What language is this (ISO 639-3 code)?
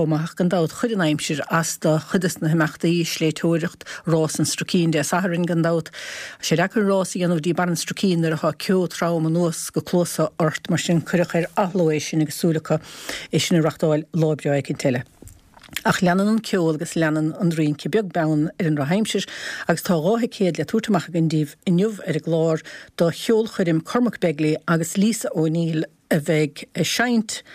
gle